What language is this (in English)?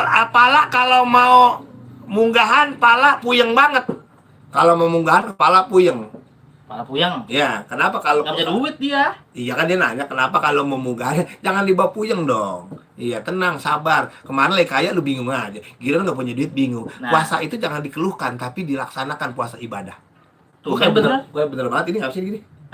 Betawi